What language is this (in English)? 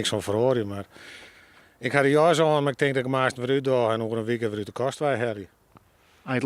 Western Frisian